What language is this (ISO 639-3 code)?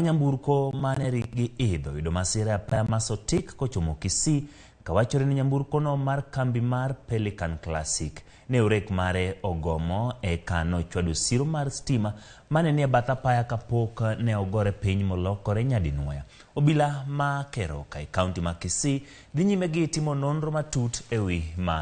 luo